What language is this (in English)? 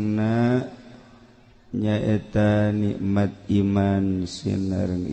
Sundanese